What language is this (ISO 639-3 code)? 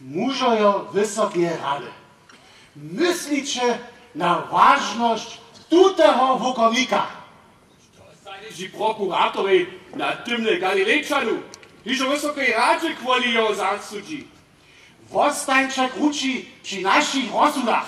hsb